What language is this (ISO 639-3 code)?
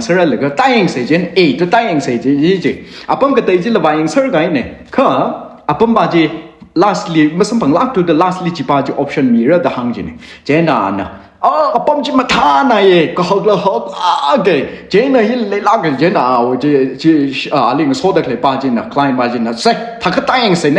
nmf